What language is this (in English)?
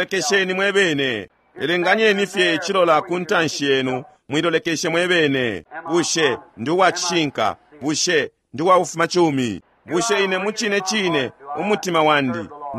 Bemba